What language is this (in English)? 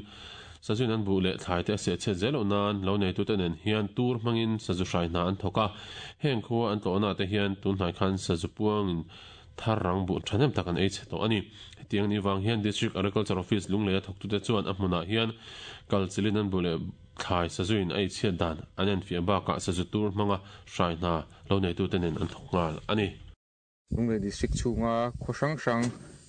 Mizo